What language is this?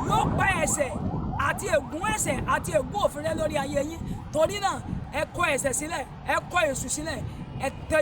Yoruba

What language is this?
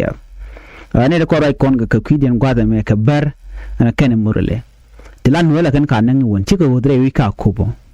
Nuer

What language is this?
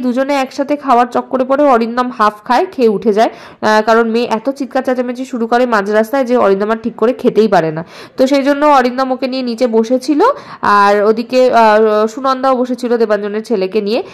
Bangla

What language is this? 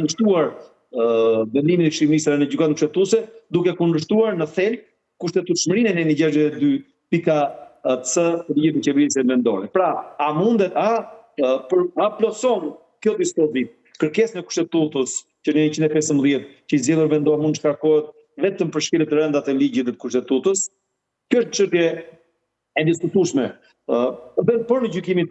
Albanian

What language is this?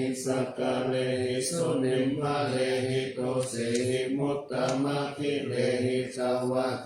Pali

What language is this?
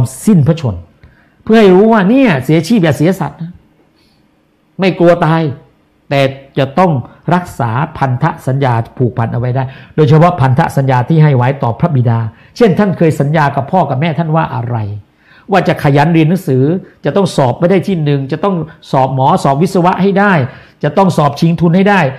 Thai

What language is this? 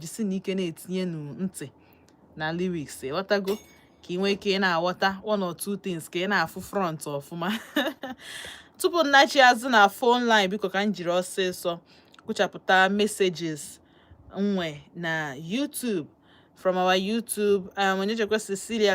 Igbo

